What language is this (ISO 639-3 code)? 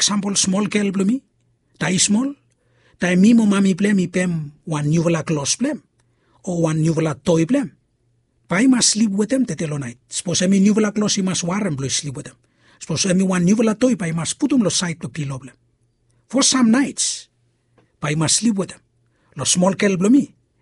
bis